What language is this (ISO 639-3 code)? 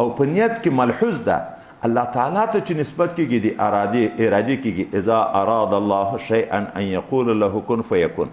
pus